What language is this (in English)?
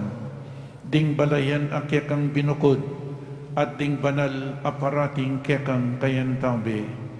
Pampanga